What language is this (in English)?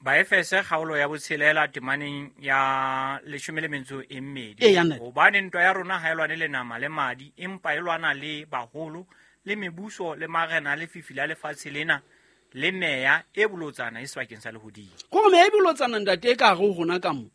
Southern Sotho